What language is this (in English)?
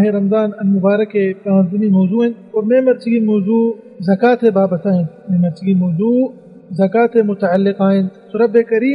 Baluchi